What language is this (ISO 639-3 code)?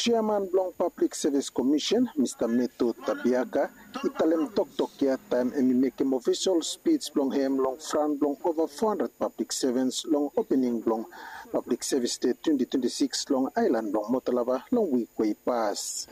bis